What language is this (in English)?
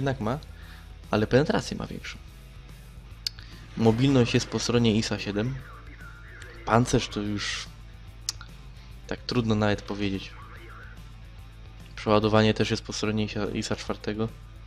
Polish